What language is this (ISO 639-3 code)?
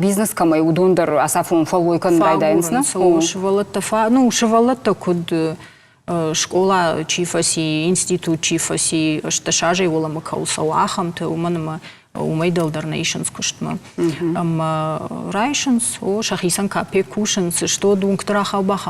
oss